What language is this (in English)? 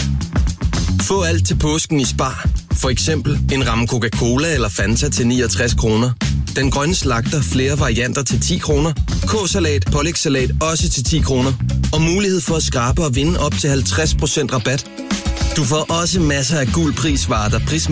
Danish